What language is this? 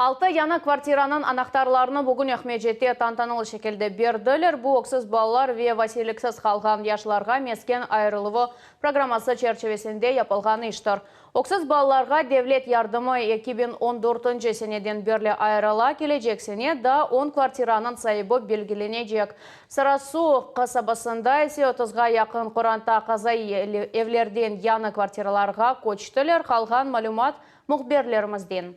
Crimean Tatar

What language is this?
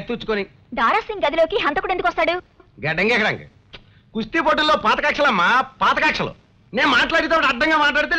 Telugu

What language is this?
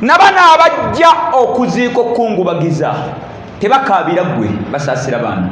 Ganda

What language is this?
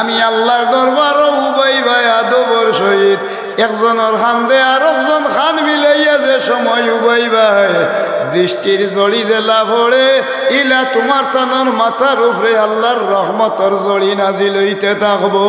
Sylheti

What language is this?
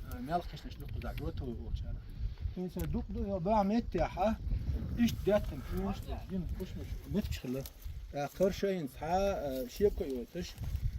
Chechen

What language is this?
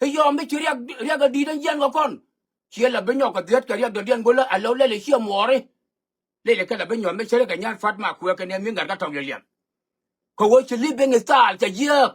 Nuer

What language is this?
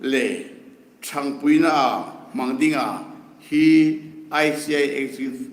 Hmar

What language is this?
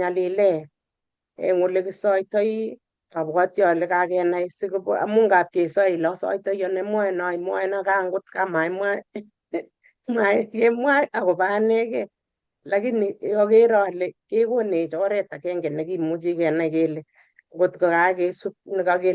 Kalenjin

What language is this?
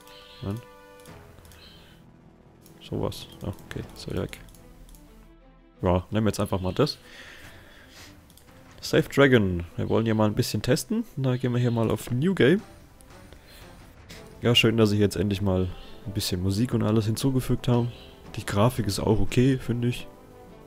German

